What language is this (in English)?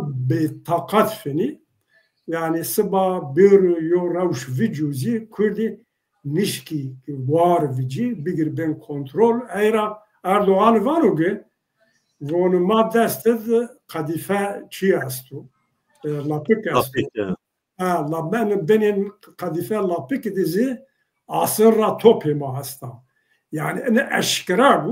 Zaza